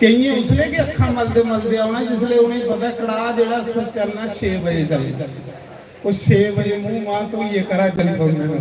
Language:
Dogri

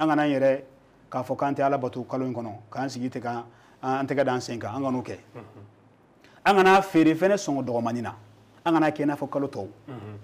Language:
Bambara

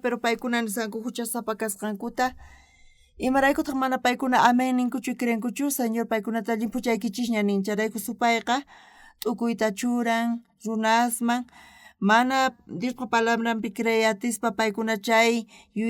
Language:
South Bolivian Quechua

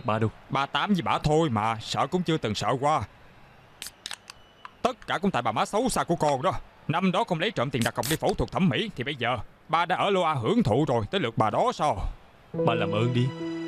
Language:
Vietnamese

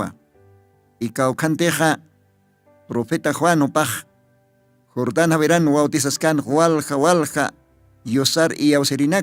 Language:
Aymara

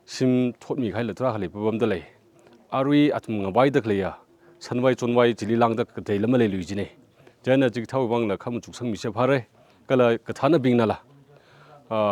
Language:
Tangkhul Naga (India)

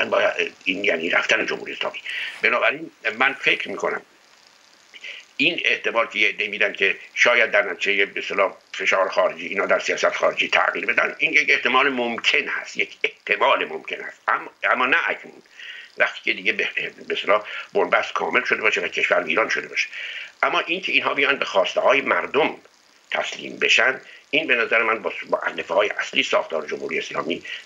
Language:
Persian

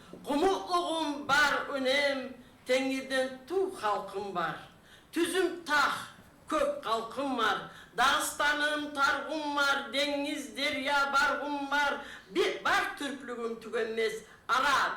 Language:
Kumyk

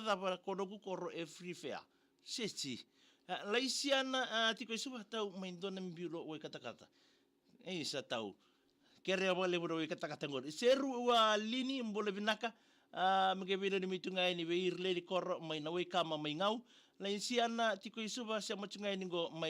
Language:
Fijian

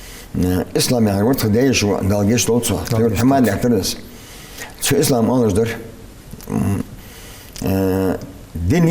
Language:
Ingush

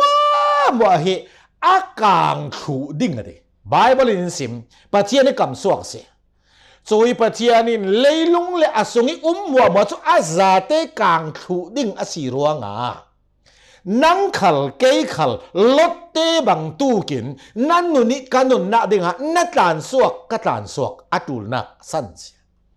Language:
Hakha Chin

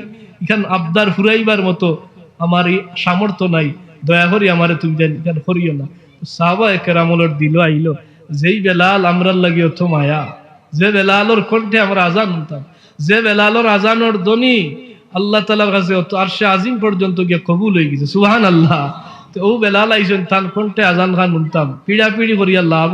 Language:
Sylheti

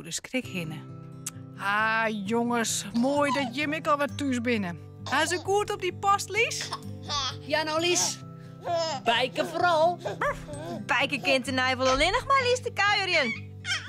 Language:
Western Frisian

